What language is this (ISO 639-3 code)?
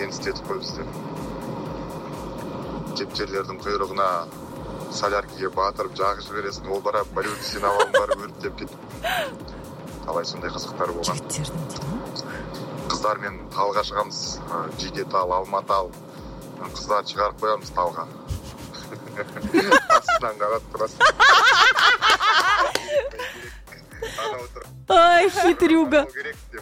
kaz